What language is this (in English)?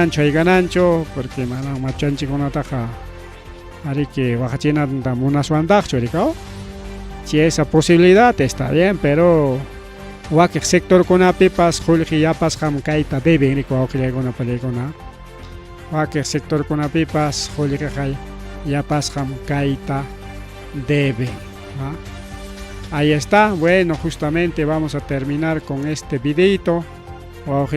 Ayacucho Quechua